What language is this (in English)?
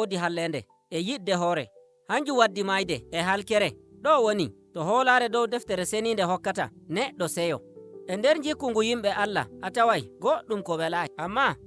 Nigerian Fulfulde